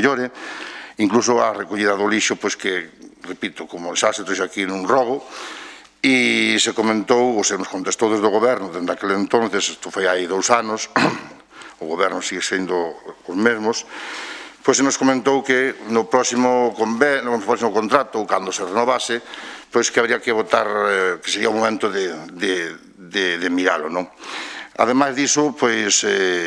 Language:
Galician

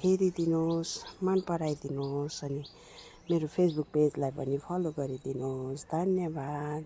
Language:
Nepali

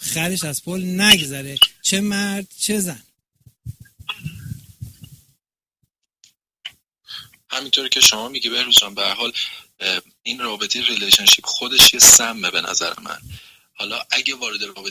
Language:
Persian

